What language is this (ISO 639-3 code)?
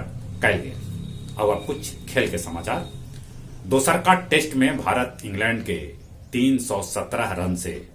mag